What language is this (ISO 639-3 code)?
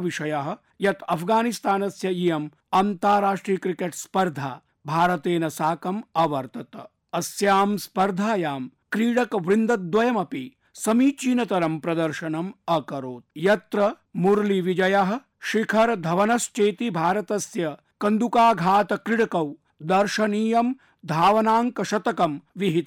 san